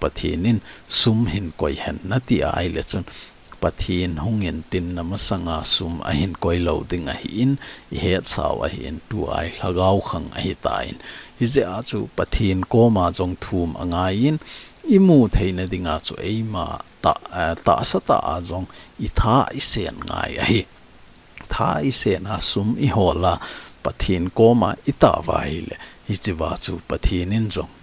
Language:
Thado Chin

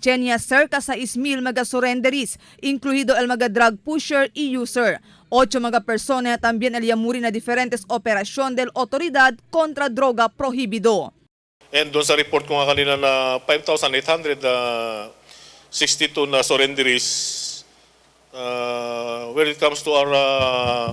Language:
Chavacano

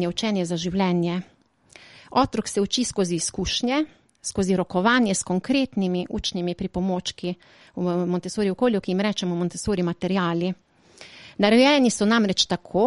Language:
Slovenian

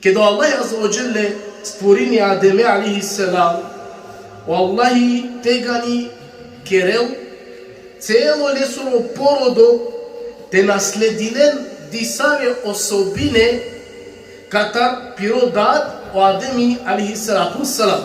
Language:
Balkan Romani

